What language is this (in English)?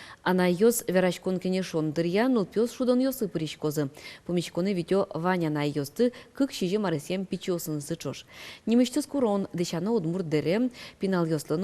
Udmurt